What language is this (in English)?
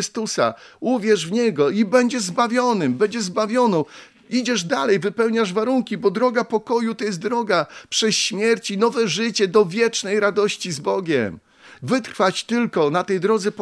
Polish